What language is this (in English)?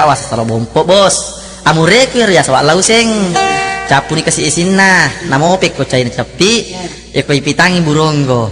Buginese